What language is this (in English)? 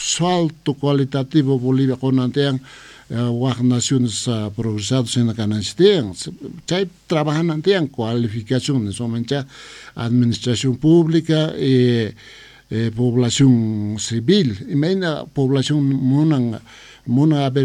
Quechua